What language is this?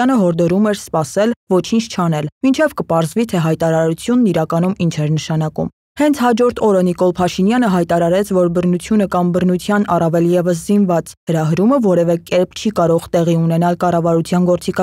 Armenian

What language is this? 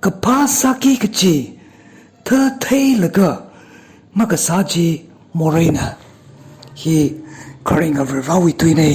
Tangkhul Naga (India)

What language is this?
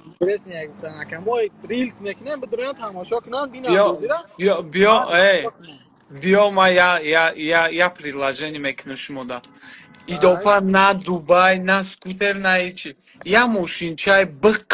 Tajik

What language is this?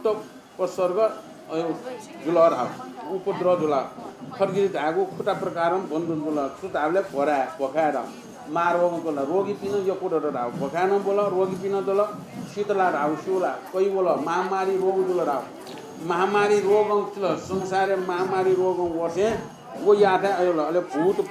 Newari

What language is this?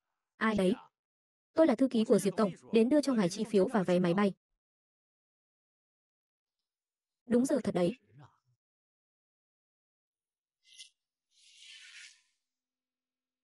Vietnamese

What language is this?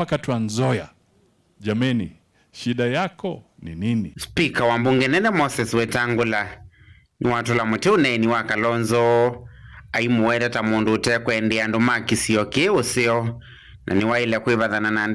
Kamba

